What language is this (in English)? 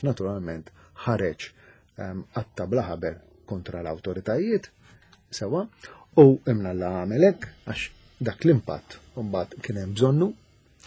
Maltese